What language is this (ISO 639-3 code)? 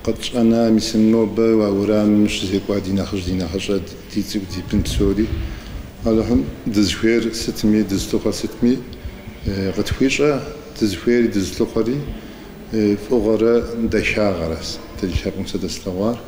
kbd